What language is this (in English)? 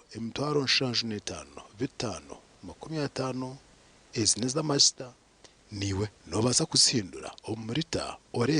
Nyankole